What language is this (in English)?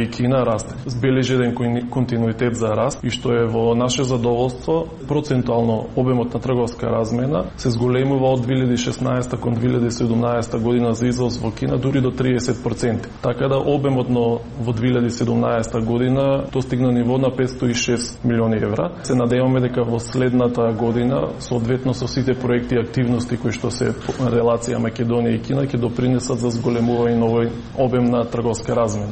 Macedonian